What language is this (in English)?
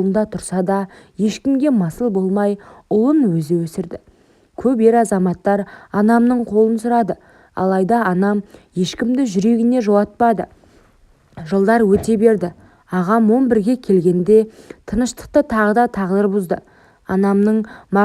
Kazakh